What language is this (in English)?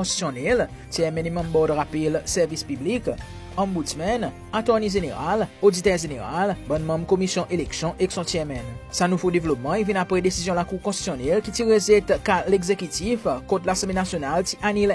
Seselwa Creole French